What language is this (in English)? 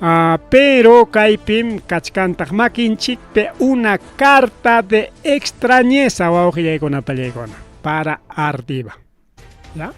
Ayacucho Quechua